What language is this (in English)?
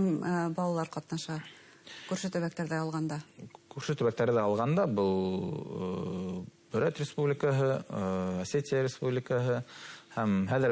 Bashkir